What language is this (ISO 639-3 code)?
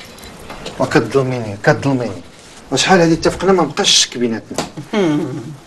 ary